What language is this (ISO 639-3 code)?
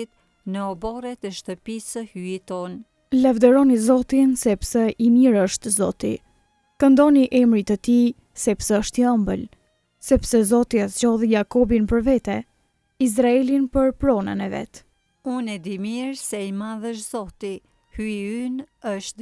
sqi